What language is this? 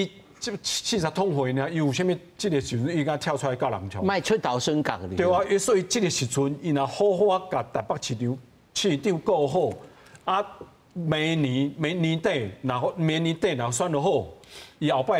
Min Nan Chinese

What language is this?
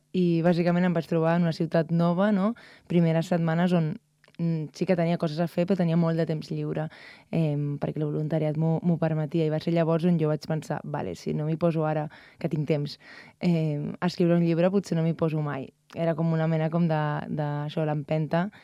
Catalan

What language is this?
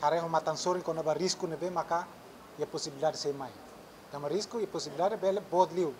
Tetum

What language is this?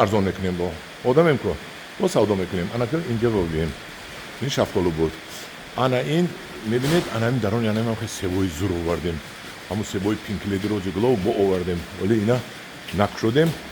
Tajik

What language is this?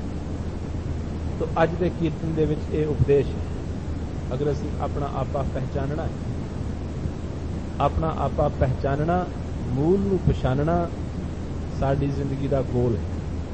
Punjabi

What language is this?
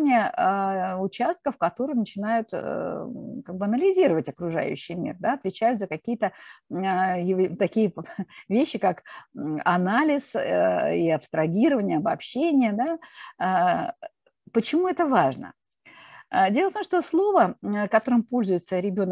Russian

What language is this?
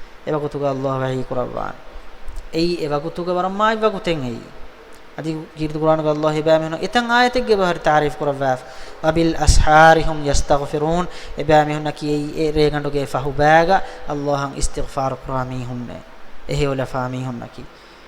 Divehi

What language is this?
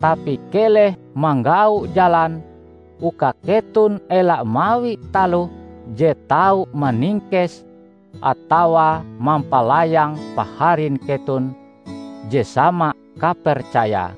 Ngaju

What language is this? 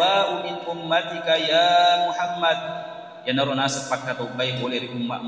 Buginese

